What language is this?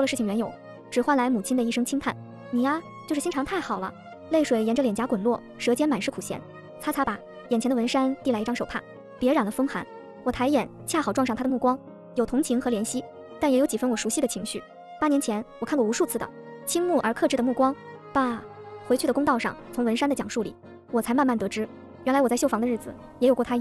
Chinese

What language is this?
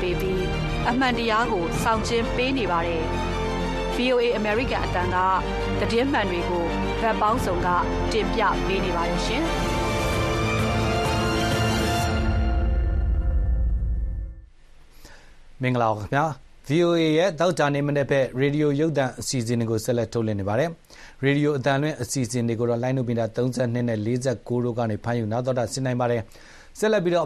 Burmese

